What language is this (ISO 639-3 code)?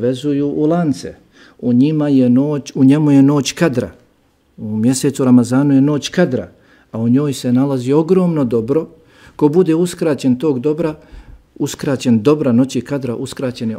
bos